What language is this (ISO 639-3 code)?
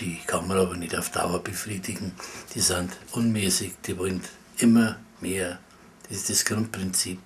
bar